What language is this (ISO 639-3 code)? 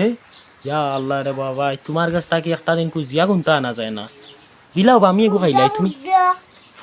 syl